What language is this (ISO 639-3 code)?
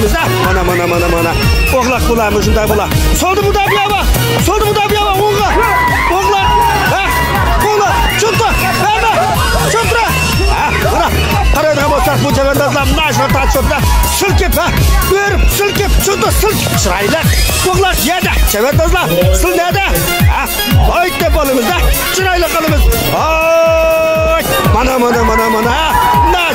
uig